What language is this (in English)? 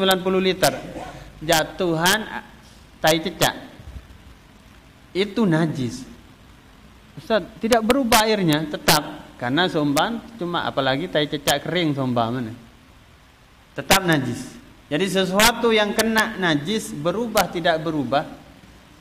Indonesian